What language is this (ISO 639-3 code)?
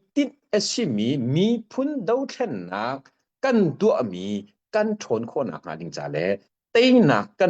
cnh